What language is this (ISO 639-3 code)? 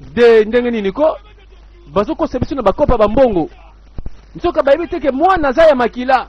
lin